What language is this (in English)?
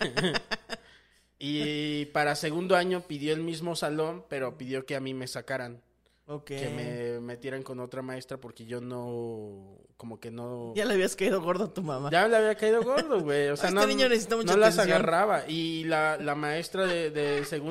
Spanish